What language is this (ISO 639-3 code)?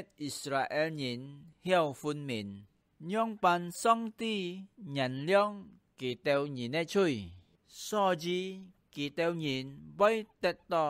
hak